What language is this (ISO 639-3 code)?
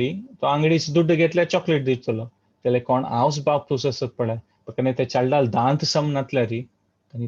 kok